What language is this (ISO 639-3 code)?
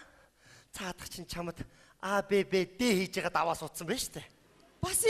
mon